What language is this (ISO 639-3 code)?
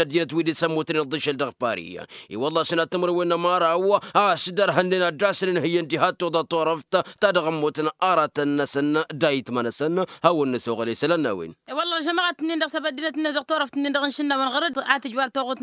taq